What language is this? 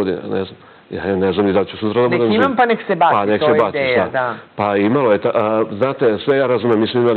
Serbian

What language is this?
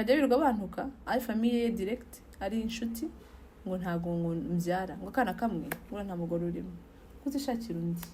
Kinyarwanda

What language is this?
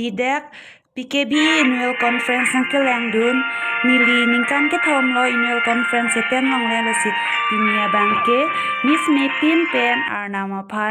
Karbi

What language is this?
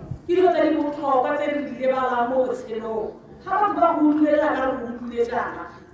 Tswana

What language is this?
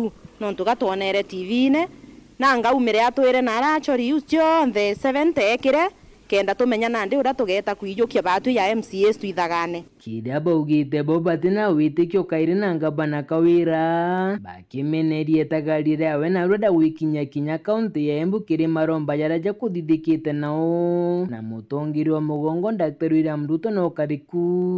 Meru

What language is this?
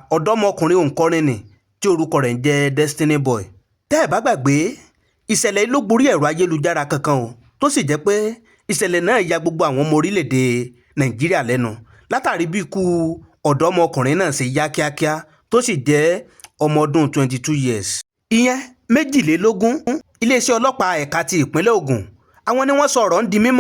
Yoruba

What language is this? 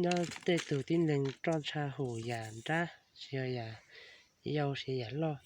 Hmong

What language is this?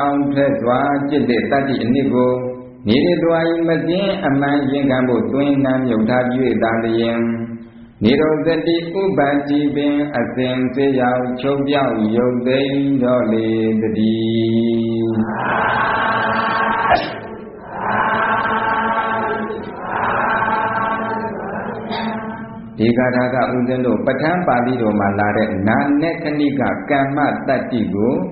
Burmese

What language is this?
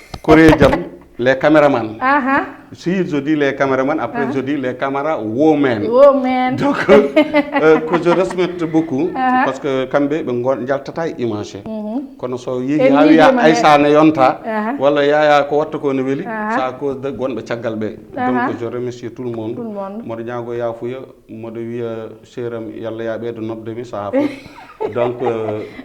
Fula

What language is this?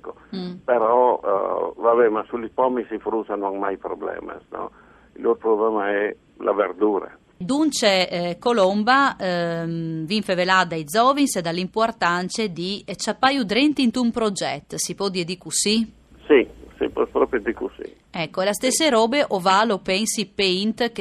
Friulian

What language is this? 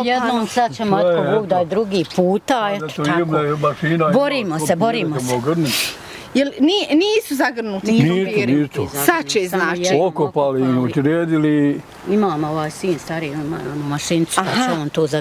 Bosnian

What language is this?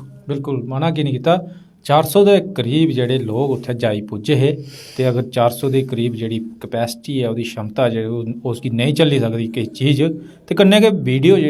Dogri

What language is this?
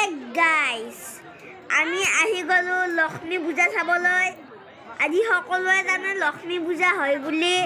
Assamese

